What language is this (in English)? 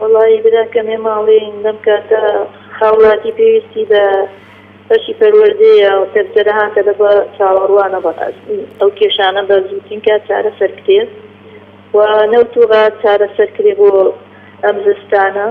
Central Kurdish